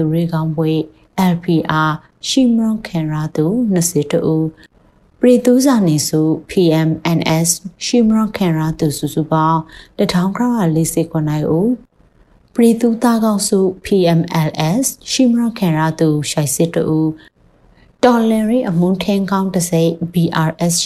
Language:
Burmese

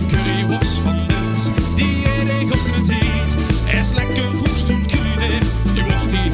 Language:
Limburgish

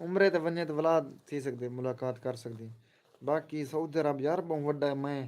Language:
Saraiki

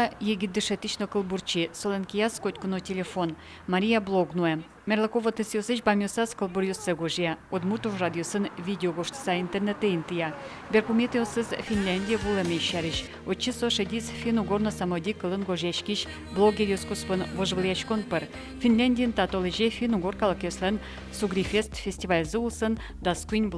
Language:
Udmurt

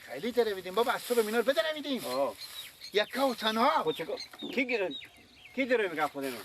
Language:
Persian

